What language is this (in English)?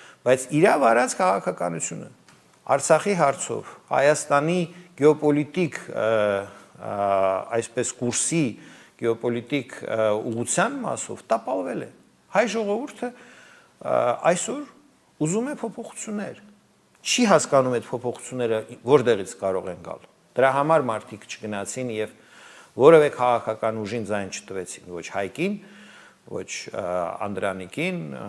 Armenian